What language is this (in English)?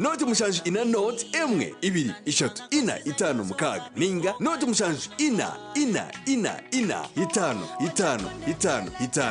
Nyankole